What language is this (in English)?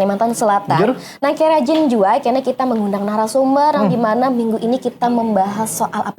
Banjar